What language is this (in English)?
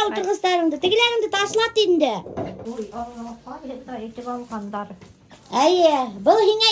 Bashkir